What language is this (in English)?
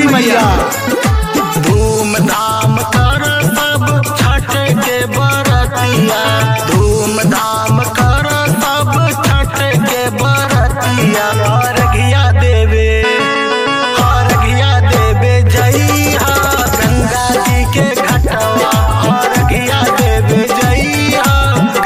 Bhojpuri